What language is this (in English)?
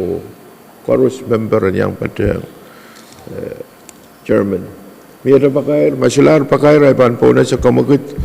Pohnpeian